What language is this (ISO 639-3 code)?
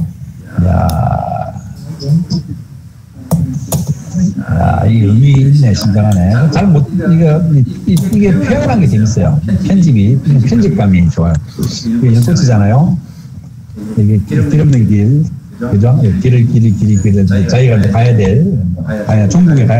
kor